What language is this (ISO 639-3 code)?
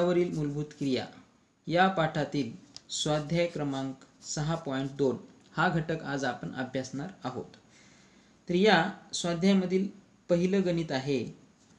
mar